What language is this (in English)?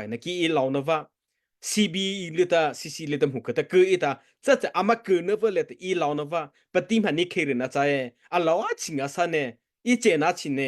Mara Chin